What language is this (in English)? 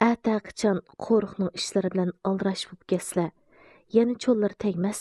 Uyghur